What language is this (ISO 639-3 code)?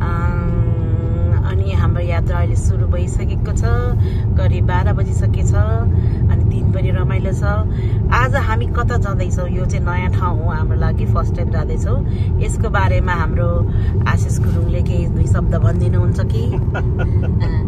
nep